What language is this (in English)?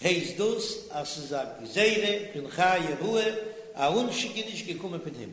Yiddish